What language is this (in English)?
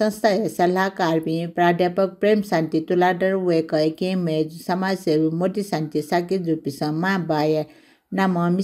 Newari